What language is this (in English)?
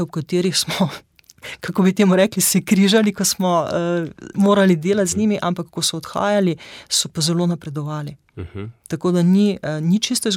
Slovenian